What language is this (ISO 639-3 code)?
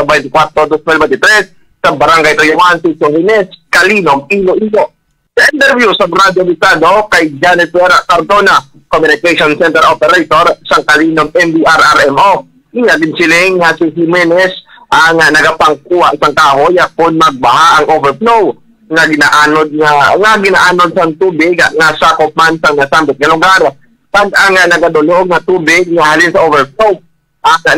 hil